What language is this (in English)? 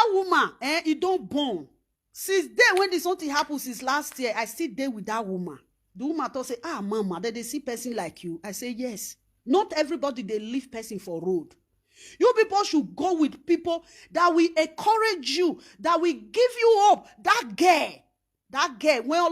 Nigerian Pidgin